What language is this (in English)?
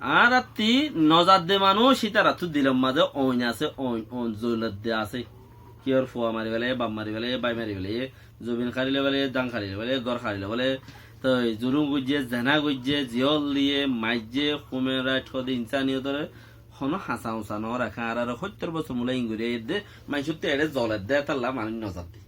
Rohingya